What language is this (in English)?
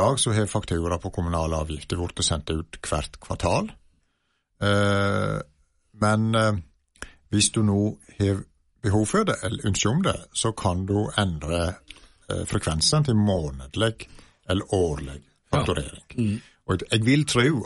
Norwegian